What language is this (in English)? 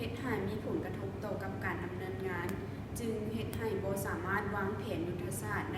Lao